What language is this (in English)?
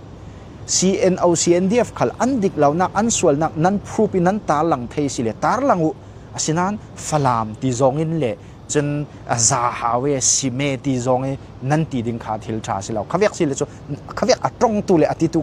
Falam Chin